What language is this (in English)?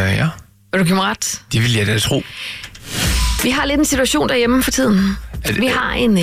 Danish